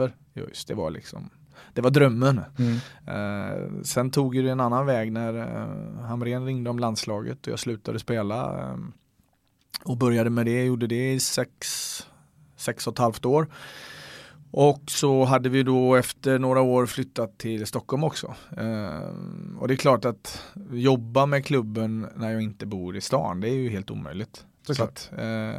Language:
Swedish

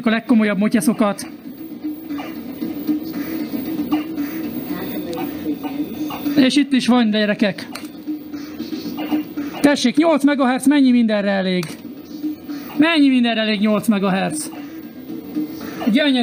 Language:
Hungarian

